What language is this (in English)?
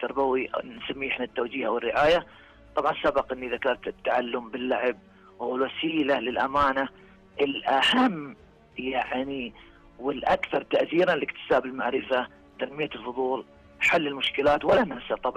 Najdi Arabic